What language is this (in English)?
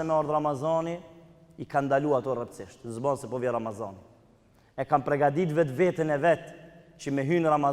Albanian